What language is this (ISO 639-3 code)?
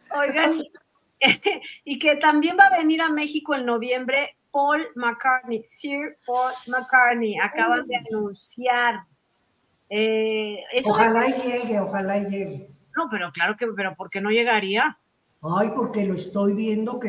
spa